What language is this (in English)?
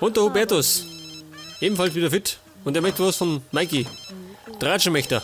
Bavarian